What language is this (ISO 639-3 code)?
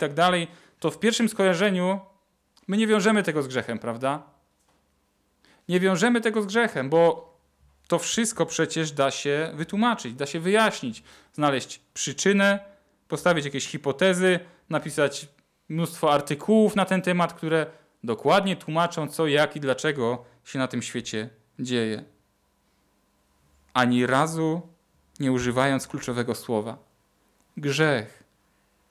pol